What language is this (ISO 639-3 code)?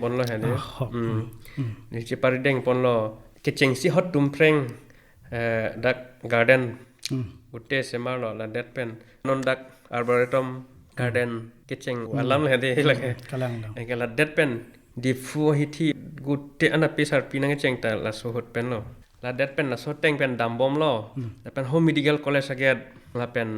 mjw